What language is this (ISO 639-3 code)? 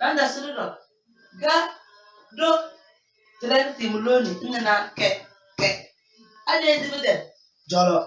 kdh